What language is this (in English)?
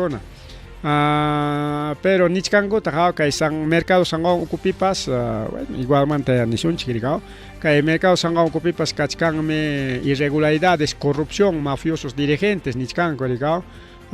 Ayacucho Quechua